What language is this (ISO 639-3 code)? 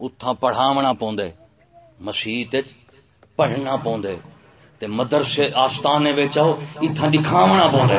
skr